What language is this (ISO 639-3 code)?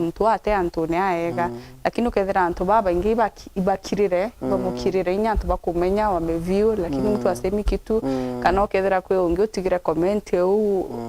mer